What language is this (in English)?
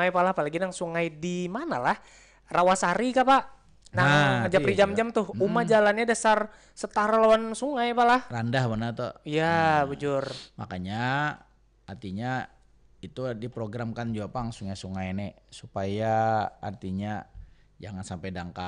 Banjar